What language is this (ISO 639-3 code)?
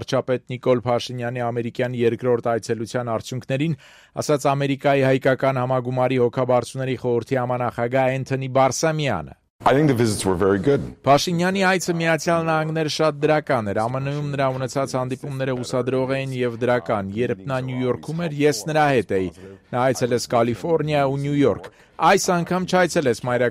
hye